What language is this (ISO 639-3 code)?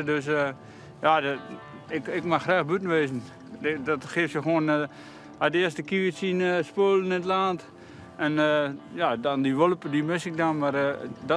fry